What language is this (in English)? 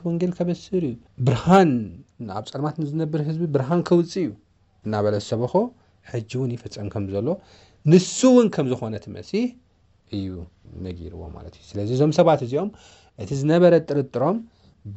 Tigrinya